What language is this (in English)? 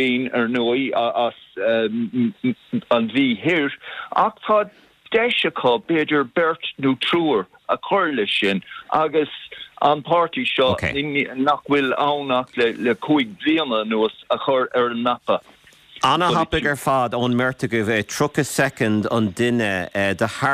Irish